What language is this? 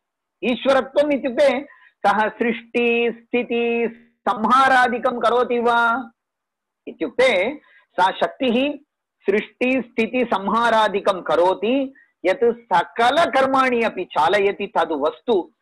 Sanskrit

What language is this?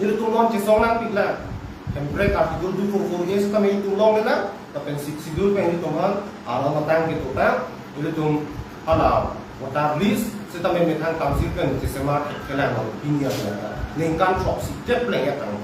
Karbi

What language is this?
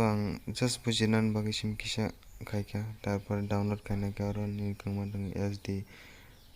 Kok Borok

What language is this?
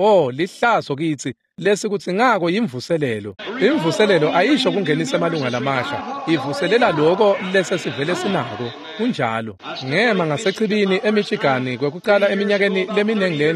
Swati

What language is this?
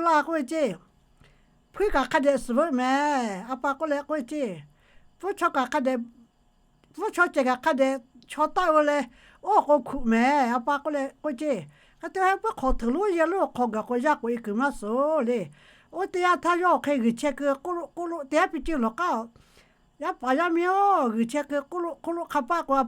Lahu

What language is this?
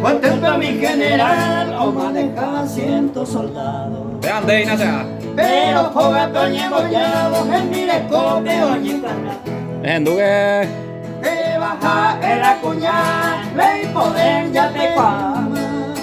Guarani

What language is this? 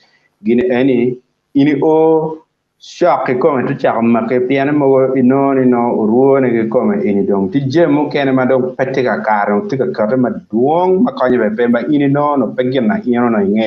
Acoli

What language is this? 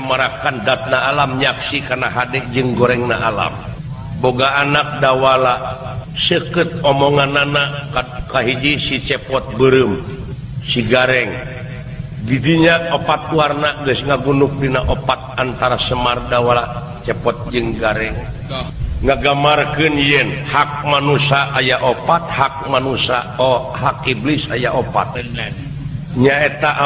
Sundanese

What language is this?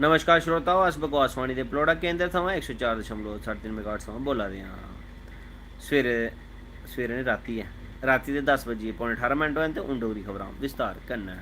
Dogri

